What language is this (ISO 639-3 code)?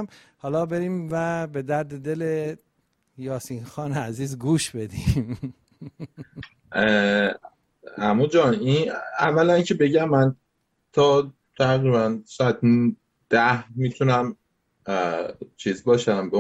fas